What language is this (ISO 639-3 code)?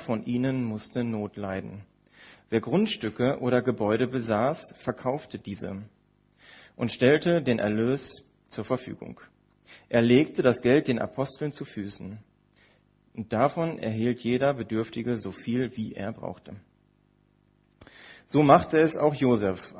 deu